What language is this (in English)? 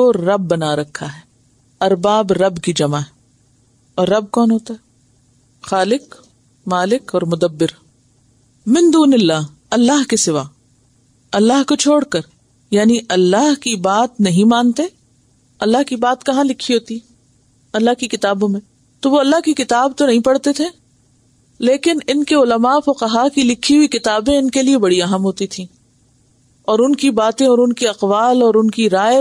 Urdu